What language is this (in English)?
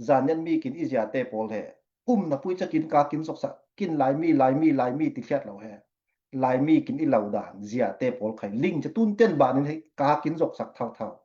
Falam Chin